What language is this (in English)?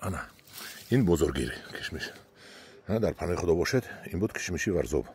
Tajik